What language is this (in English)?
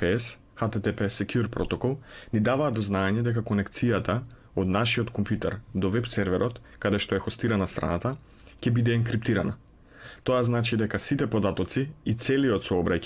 Macedonian